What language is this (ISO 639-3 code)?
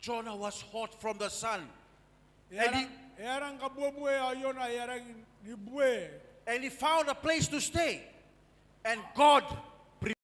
gil